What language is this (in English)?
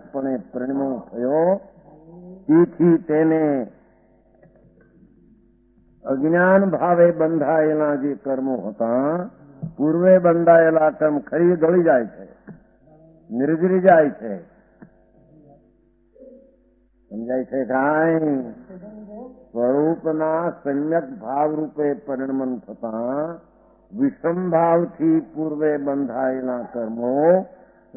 Gujarati